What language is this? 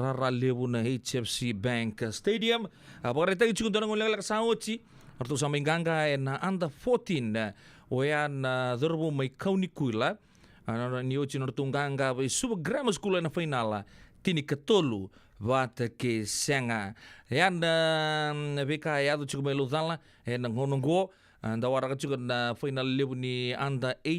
Fijian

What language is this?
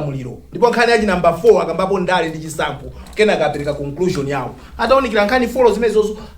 Nyanja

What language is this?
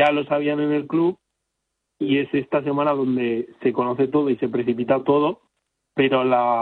Spanish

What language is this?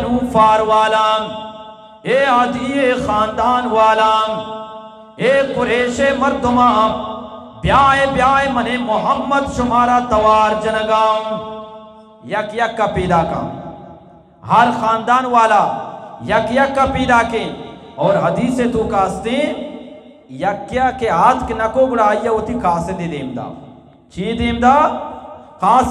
Eastern Balochi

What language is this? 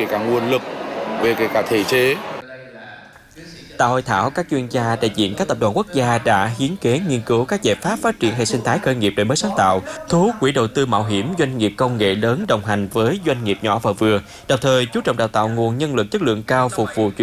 Vietnamese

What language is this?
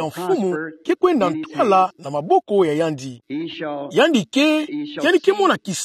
Kituba (Democratic Republic of Congo)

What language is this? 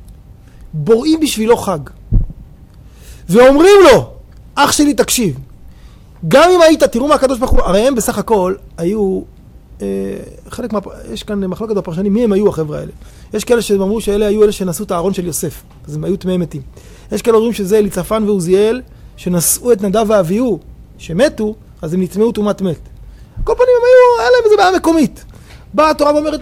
Hebrew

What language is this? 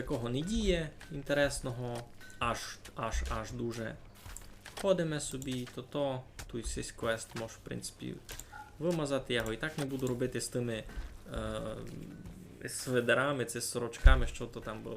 Rusyn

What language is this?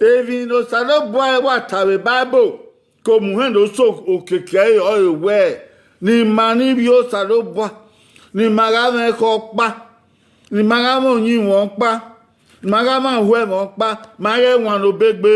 Bini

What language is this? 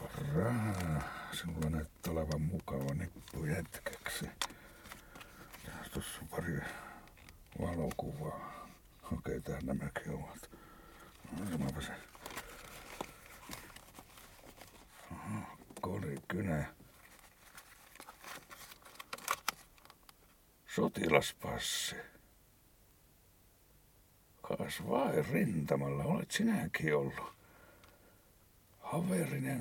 Finnish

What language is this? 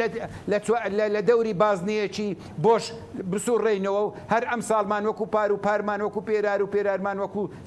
Central Kurdish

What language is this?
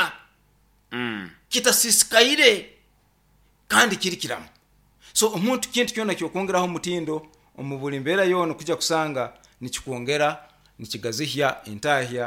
Nyoro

